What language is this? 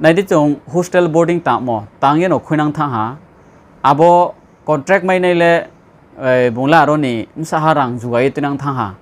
Riang (India)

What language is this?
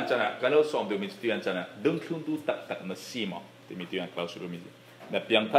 Falam Chin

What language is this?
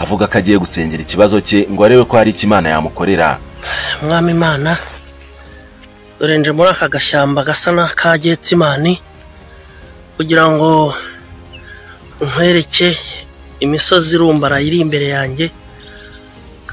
Kinyarwanda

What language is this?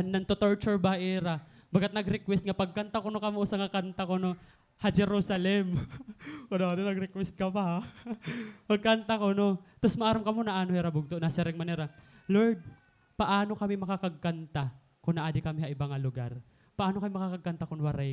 Waray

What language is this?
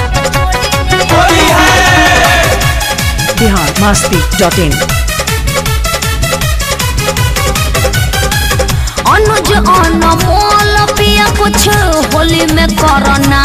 Bhojpuri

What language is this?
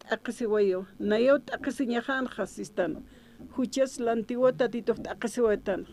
Aymara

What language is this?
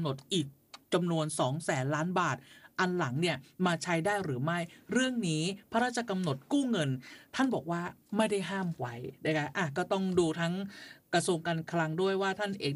Thai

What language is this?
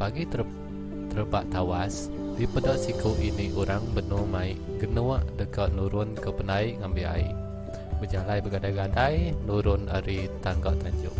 Iban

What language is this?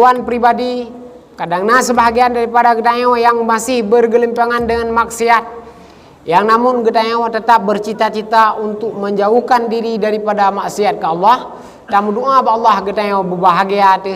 Achinese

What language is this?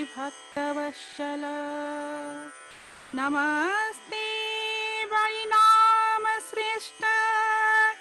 Odia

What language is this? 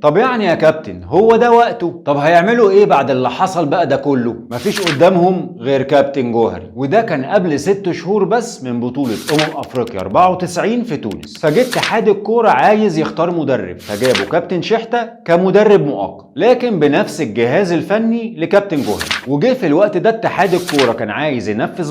Egyptian Arabic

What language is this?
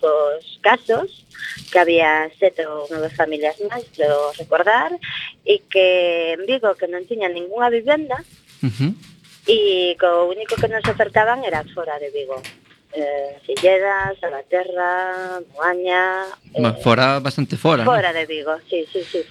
Galician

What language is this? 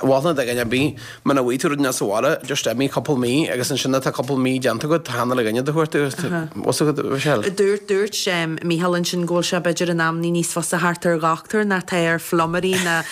Irish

